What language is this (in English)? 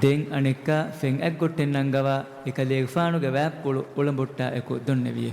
Divehi